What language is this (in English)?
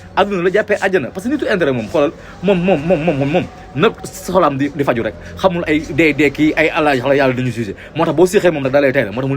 Wolof